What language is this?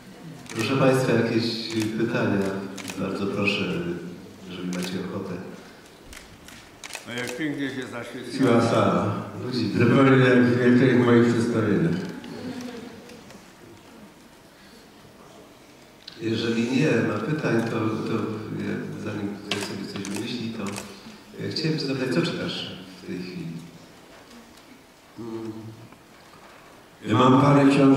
Polish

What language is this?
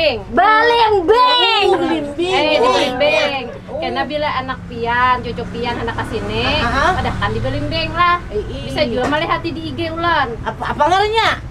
Banjar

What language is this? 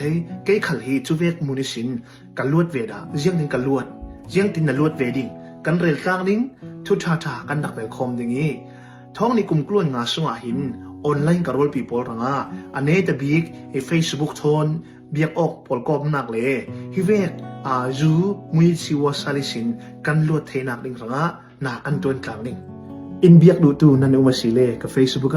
Hakha Chin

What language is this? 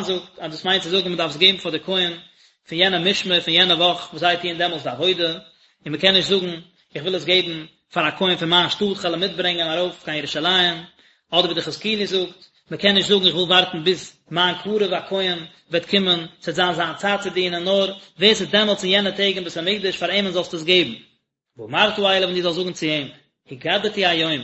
Yiddish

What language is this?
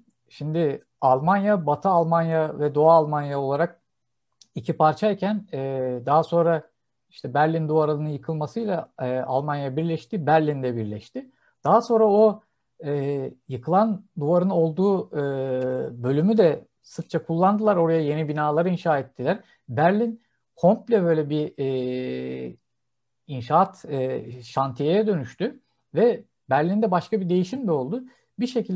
Turkish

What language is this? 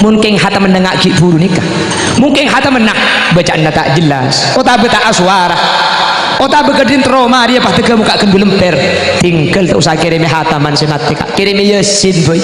Madurese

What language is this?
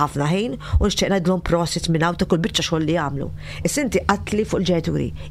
Maltese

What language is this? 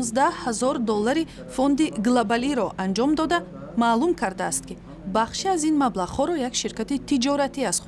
Tajik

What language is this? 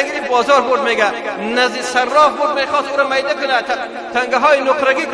Persian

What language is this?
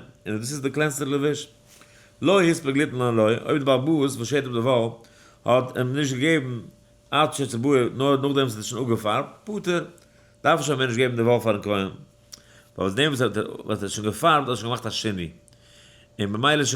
Yiddish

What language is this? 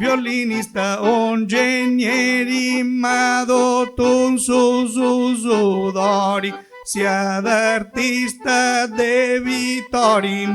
Sardinian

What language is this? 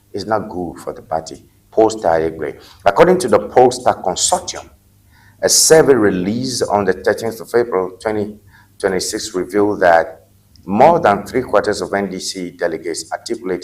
Ewe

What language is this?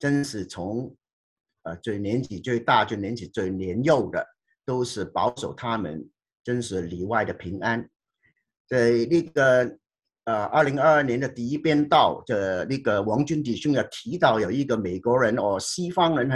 Chinese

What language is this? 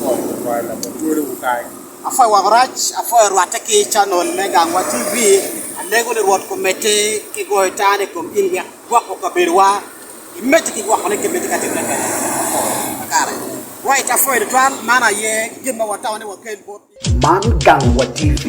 Acoli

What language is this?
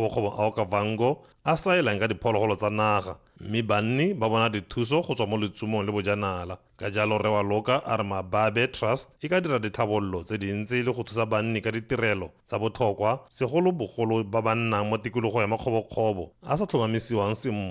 Tswana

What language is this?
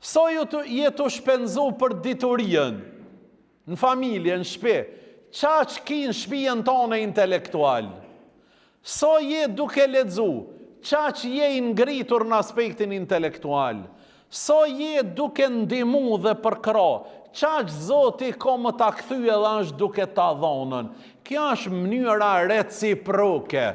Albanian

